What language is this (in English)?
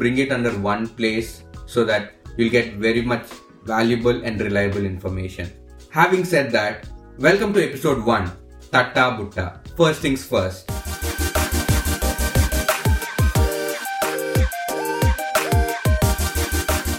Telugu